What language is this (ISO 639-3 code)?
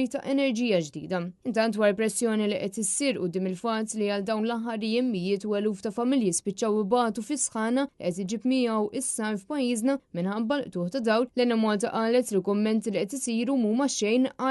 mlt